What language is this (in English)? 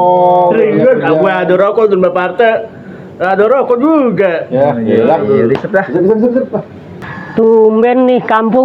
Betawi